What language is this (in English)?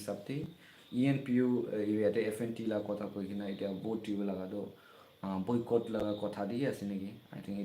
Naga Pidgin